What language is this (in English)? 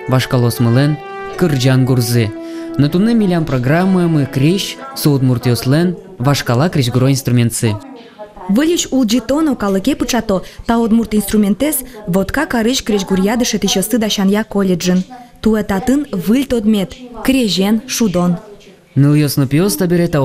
Udmurt